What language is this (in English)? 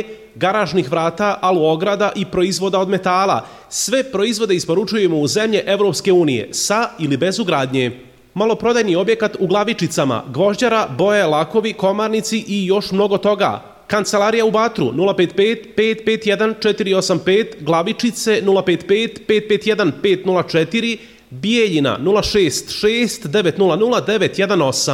Serbian